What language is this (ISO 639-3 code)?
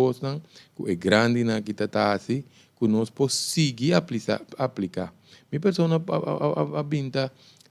pap